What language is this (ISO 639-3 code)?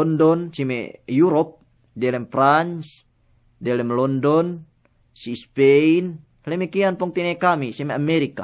yka